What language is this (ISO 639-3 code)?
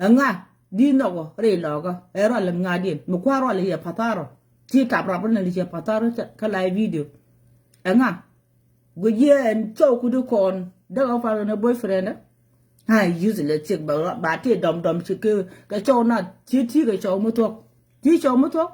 nus